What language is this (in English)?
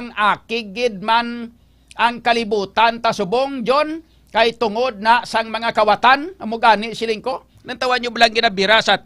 Hiligaynon